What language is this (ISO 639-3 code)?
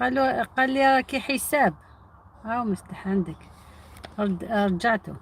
arq